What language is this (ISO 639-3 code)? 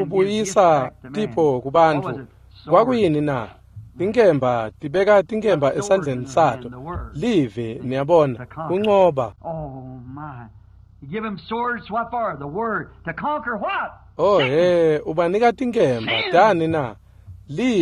ssw